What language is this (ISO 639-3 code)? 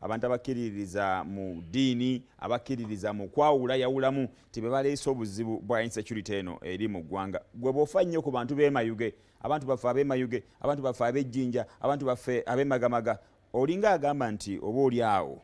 lug